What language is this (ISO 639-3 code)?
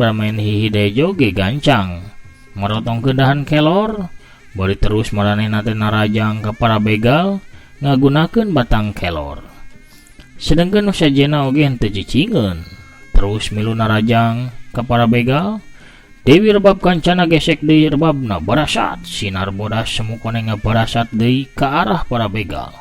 sun